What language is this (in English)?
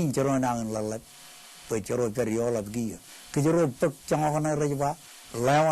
Marshallese